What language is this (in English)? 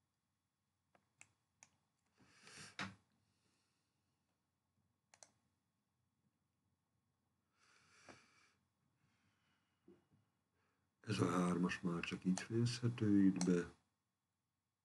Hungarian